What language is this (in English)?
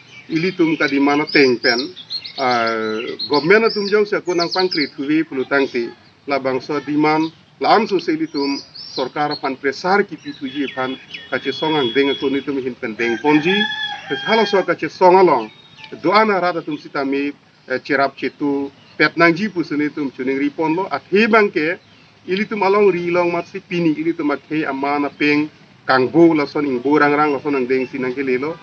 Karbi